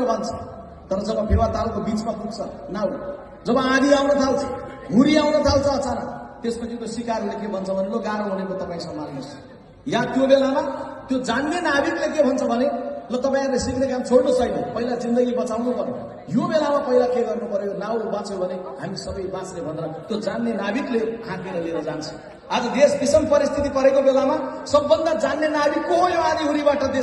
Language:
Nepali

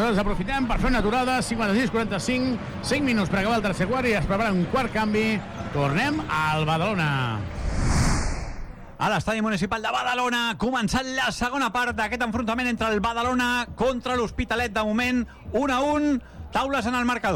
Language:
Catalan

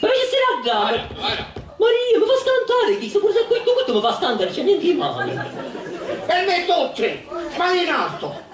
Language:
Sicilian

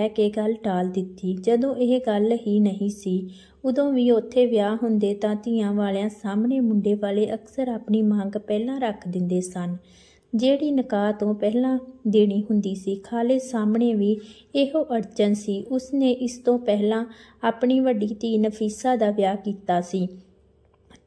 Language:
Punjabi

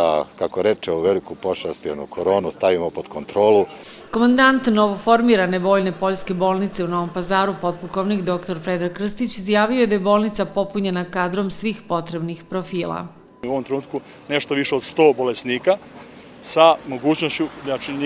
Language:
Serbian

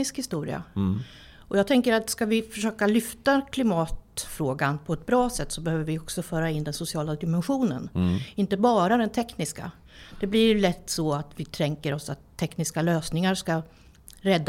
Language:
Swedish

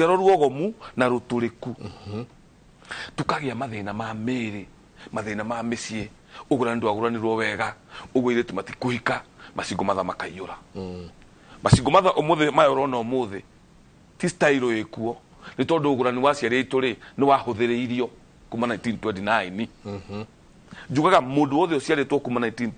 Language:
Kikuyu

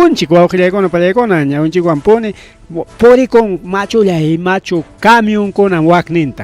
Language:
Ayacucho Quechua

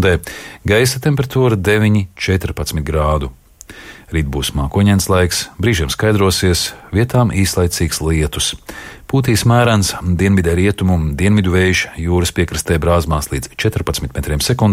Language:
Latvian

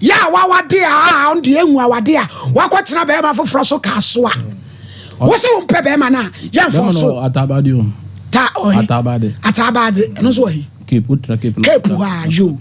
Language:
Akan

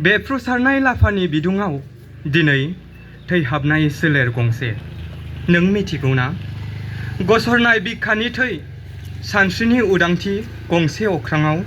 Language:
Bodo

